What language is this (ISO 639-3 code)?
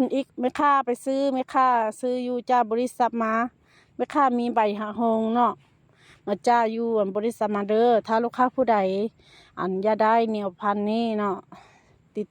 hmn